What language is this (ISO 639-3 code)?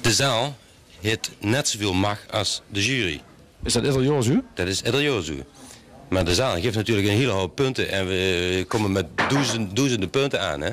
lim